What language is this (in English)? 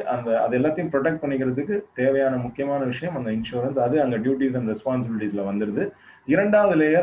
Tamil